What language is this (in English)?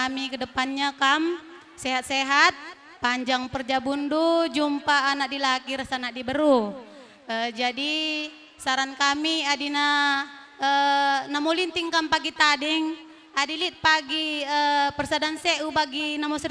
Batak Karo